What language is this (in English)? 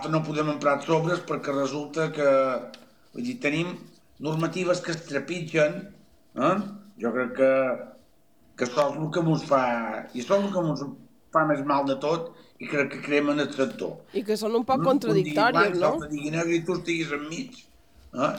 Catalan